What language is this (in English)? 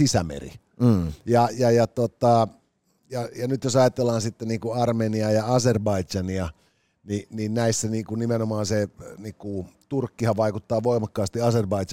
Finnish